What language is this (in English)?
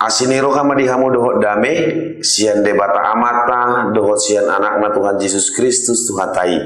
Batak Toba